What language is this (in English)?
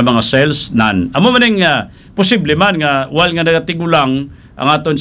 Hiligaynon